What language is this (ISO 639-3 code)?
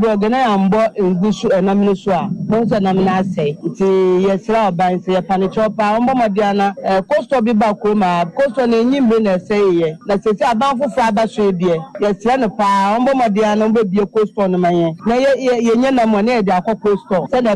aka